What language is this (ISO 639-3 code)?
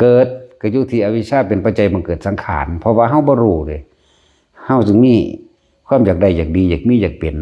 lao